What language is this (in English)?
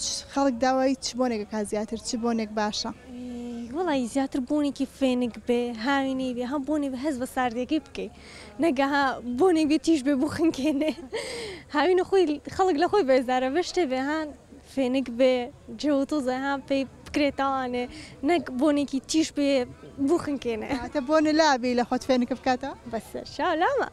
Central Kurdish